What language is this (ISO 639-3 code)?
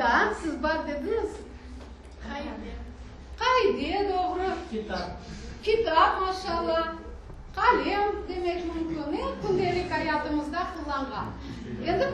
crh